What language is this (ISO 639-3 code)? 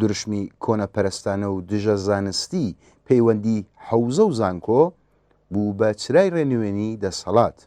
ckb